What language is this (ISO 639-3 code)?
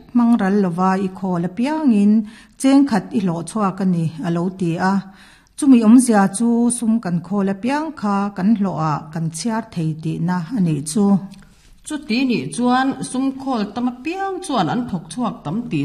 lus